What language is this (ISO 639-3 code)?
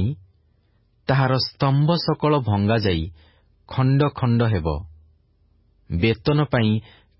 ori